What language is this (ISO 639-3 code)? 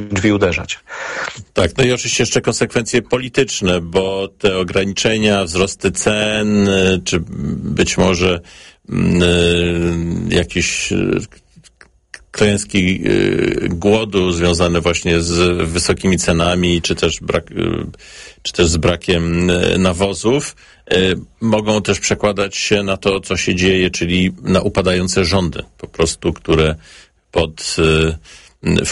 pol